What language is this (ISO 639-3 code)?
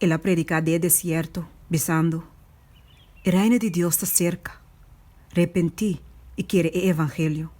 pap